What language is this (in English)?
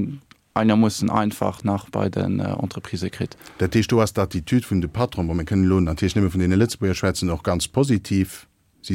Luxembourgish